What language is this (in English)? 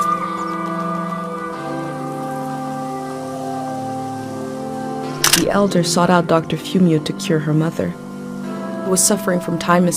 English